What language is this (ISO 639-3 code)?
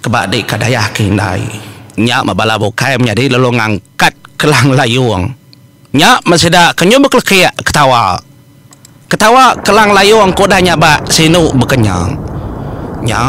iba